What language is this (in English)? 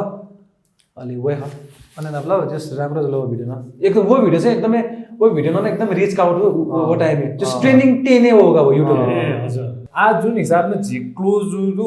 Newari